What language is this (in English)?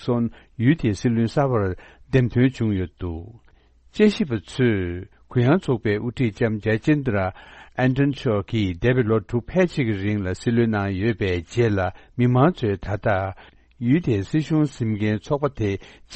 Tibetan